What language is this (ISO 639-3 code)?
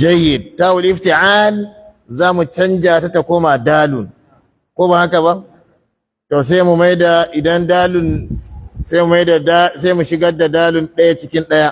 hau